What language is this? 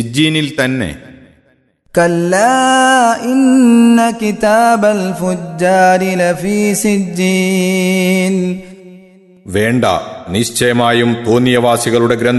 Malayalam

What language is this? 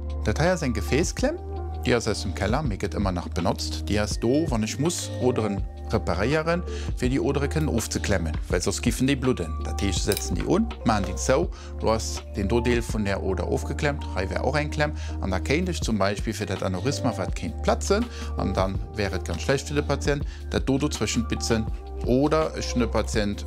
Luxembourgish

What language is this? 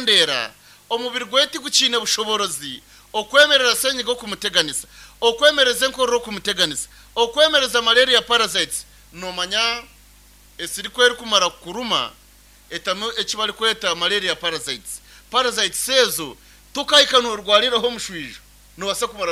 Nyankole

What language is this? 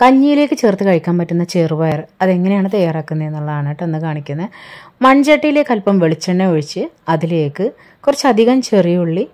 Malayalam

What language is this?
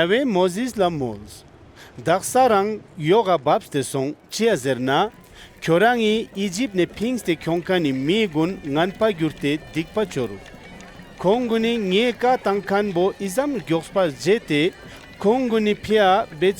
Ladakhi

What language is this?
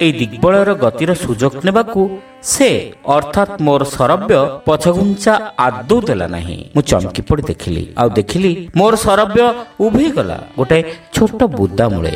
Odia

